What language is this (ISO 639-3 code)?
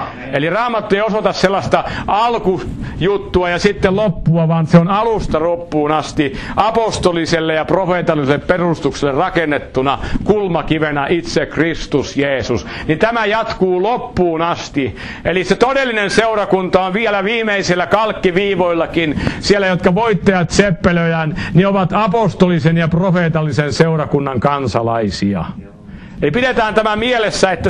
fin